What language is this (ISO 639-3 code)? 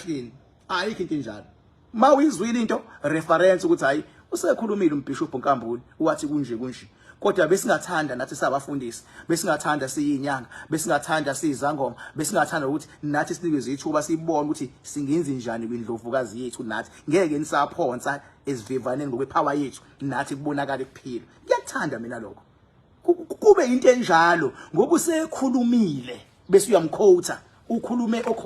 zul